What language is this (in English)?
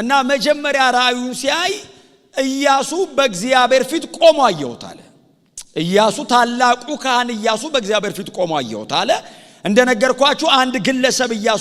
Amharic